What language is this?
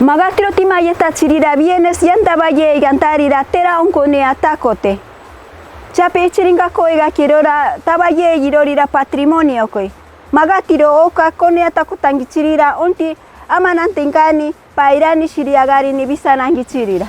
Machiguenga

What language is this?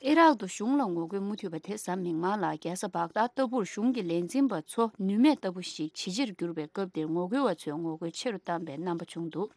Tibetan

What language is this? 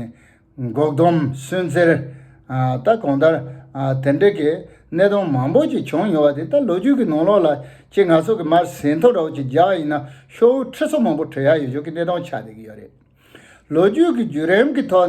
Tibetan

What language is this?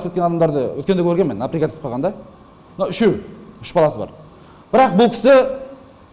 Kazakh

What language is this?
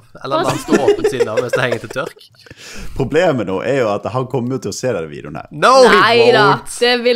Norwegian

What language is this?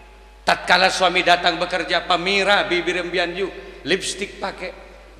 Madurese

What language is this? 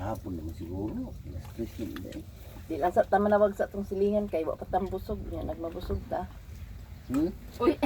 Cebuano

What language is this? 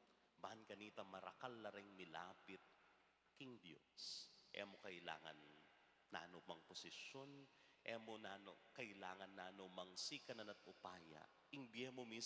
Pampanga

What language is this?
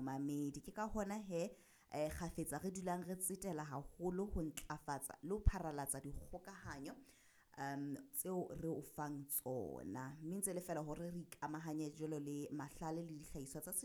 Southern Sotho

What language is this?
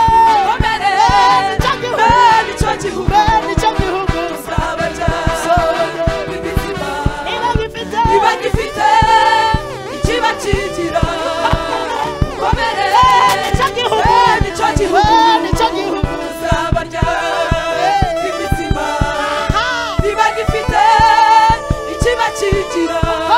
Kinyarwanda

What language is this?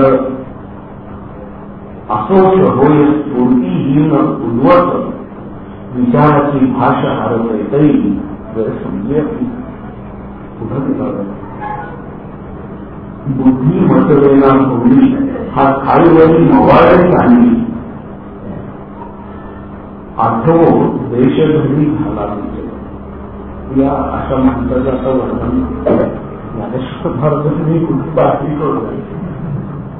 Marathi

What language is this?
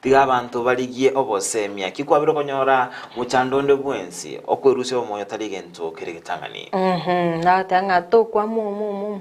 Gusii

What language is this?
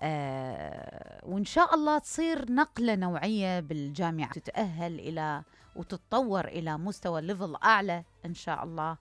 Mesopotamian Arabic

